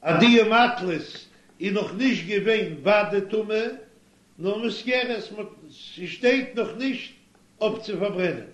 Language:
Yiddish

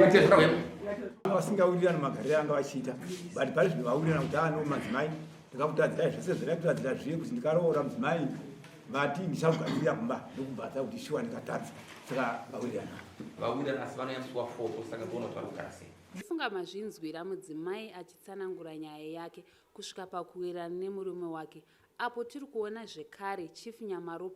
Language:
Shona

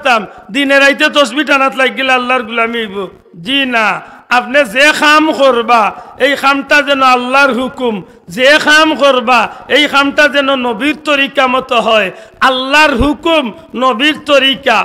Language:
Sylheti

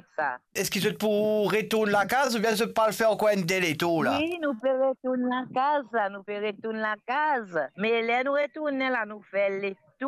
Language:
Morisyen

